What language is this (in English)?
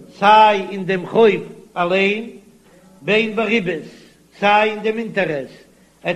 Yiddish